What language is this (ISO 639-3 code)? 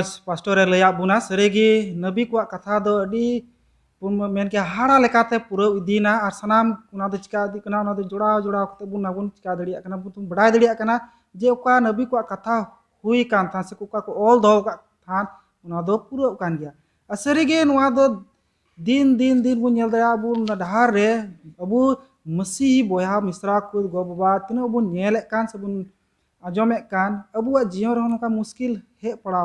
sat